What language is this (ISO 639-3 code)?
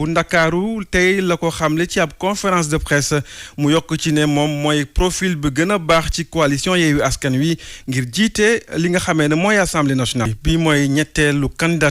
wol